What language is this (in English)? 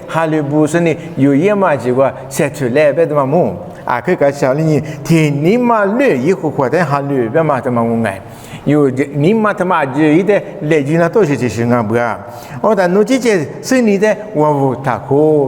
Lisu